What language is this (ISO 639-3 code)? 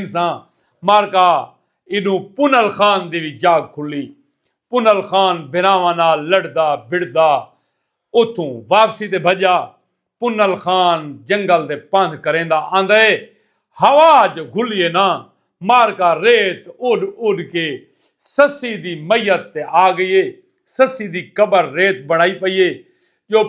skr